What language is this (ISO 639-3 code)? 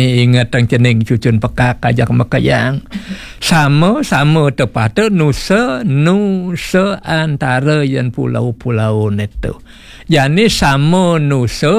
ban